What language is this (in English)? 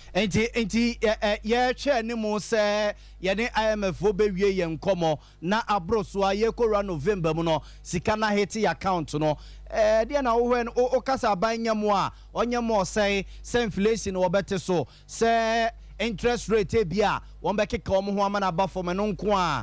Akan